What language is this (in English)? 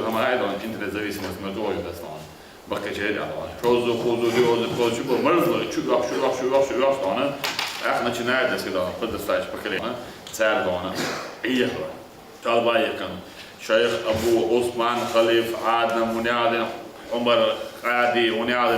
Chechen